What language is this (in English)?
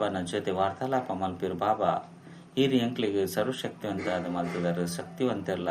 Tulu